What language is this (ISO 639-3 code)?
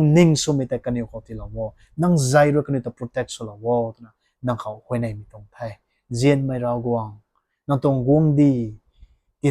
nbu